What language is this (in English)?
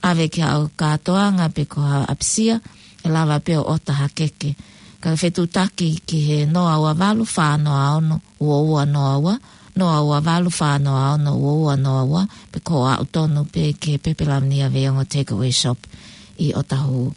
Tongan